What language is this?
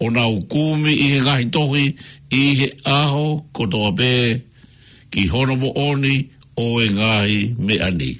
Tongan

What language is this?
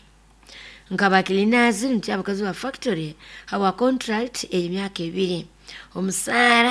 Nyoro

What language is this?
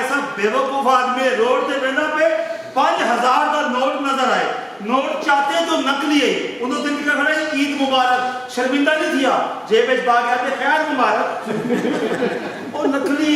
Saraiki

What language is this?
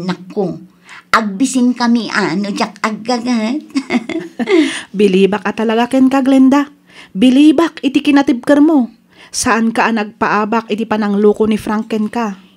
Iloko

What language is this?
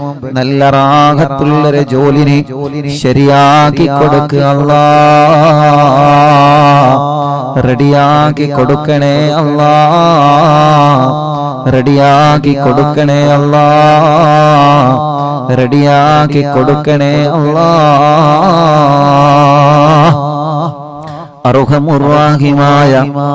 Malayalam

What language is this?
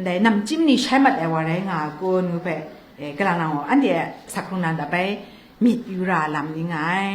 Kachin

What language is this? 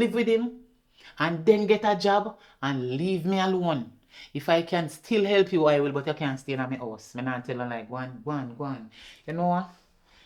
Jamaican Creole English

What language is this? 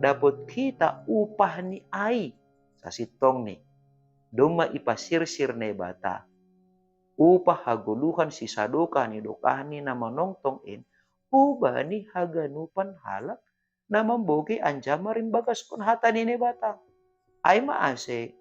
Batak Simalungun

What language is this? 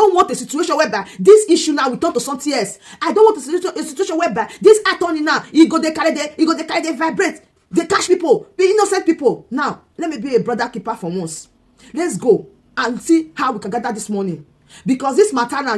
Nigerian Pidgin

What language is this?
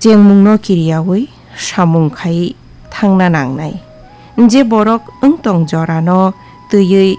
Kok Borok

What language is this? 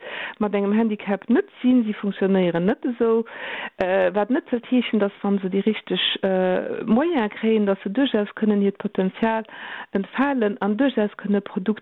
Luxembourgish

